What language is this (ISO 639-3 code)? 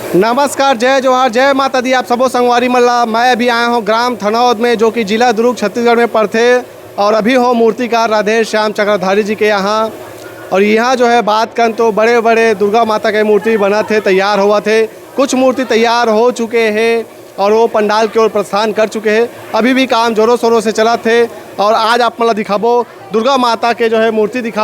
hne